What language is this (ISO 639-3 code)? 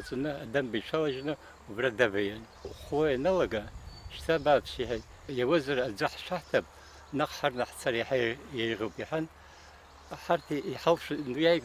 abk